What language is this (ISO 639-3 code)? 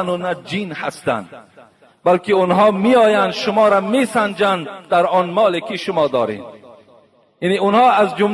tgk